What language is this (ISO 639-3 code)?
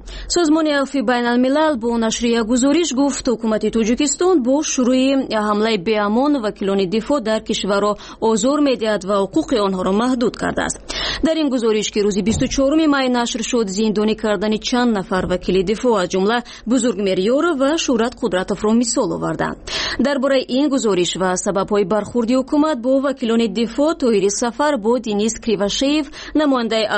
tgk